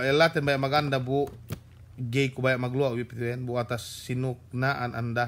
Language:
Yakan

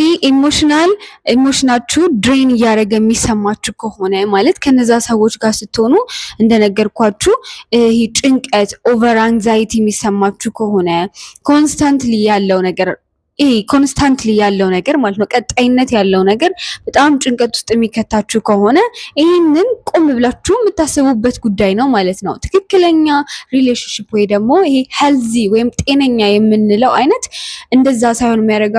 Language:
Amharic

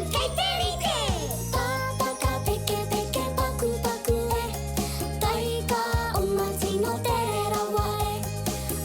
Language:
Māori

